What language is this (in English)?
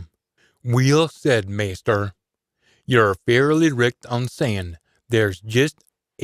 Scots